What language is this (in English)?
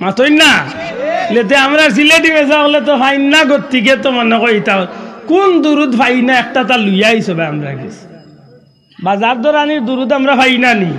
Sylheti